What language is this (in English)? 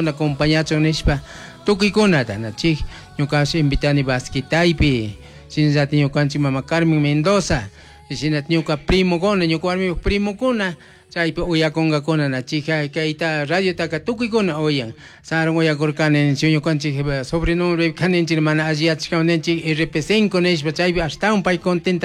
Chimborazo Highland Quichua